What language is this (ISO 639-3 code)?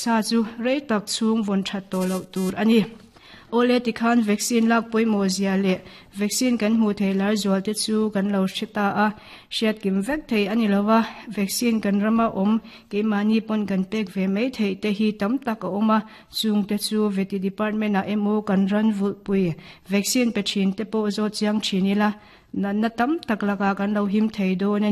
lus